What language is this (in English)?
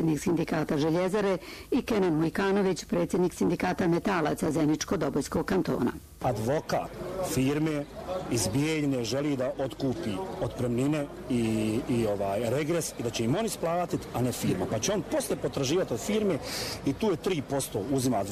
Bosnian